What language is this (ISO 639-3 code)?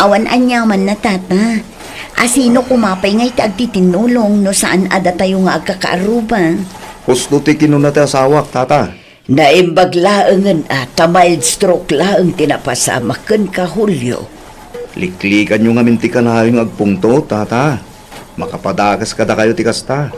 ilo